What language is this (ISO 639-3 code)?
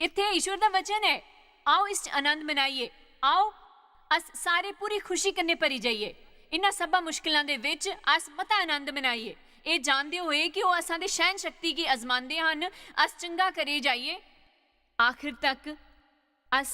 doi